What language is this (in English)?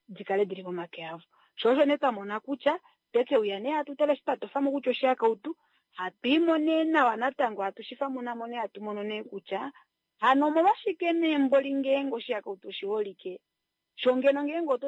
Kuanyama